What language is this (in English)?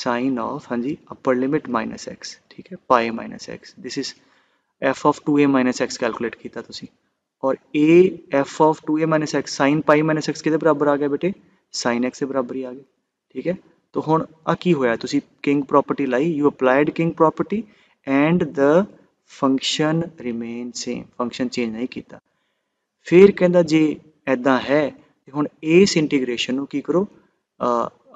Punjabi